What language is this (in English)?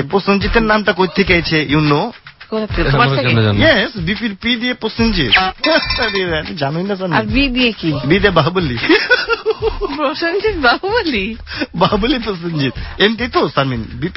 Bangla